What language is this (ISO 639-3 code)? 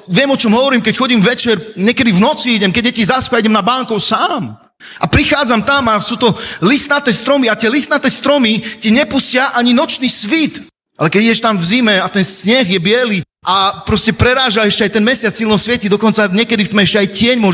slk